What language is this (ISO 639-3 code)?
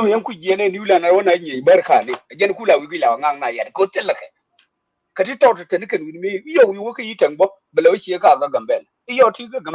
nus